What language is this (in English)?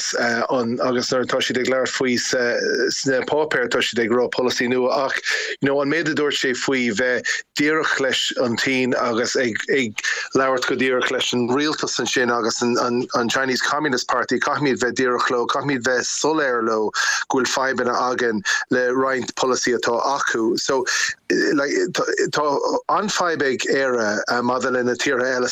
Irish